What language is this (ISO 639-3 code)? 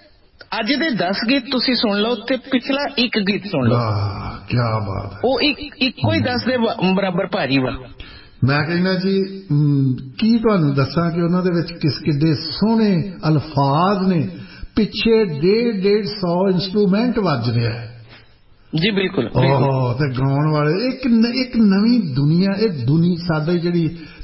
pan